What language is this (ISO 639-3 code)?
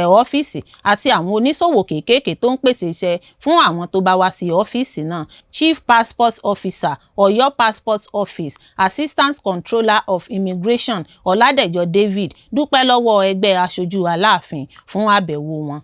yor